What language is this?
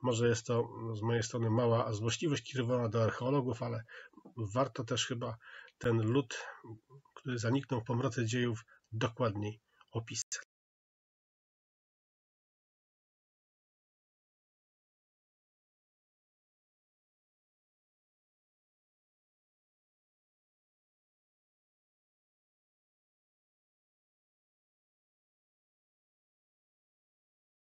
Polish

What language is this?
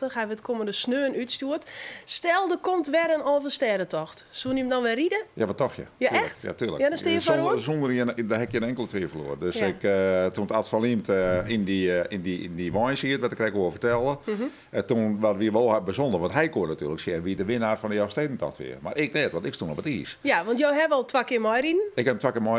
Western Frisian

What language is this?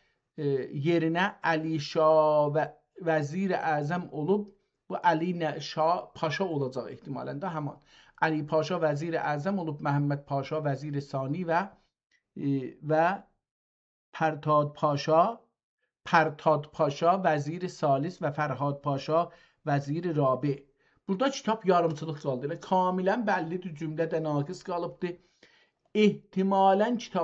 South Azerbaijani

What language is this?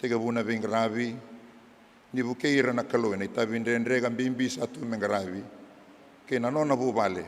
Fijian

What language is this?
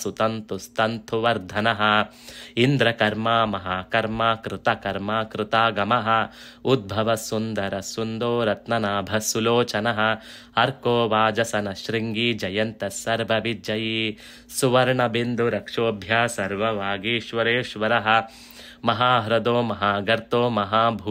Sanskrit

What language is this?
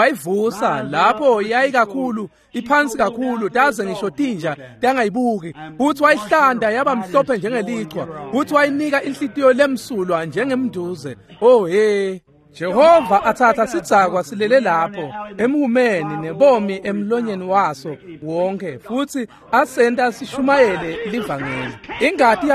Swati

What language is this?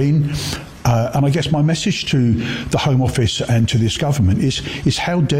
English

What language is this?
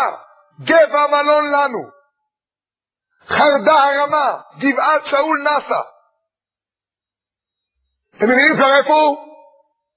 Hebrew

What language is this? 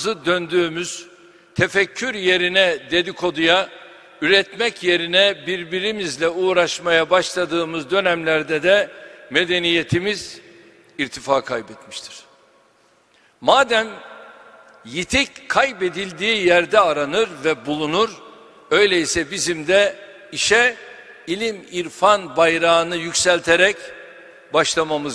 Turkish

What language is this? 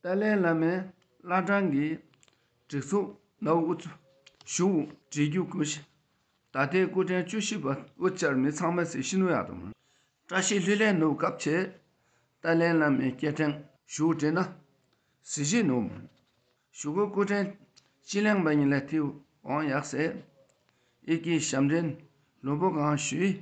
Dakpakha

